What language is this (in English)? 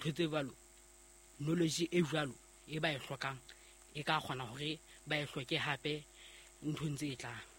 Southern Sotho